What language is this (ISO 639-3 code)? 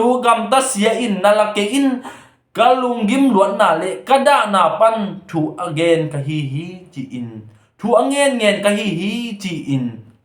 ctd